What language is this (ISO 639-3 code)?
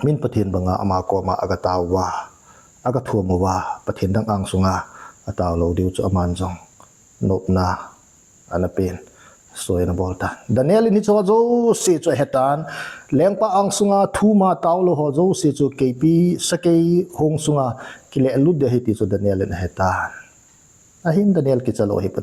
tcz